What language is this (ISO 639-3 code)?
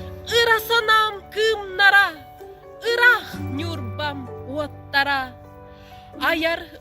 sah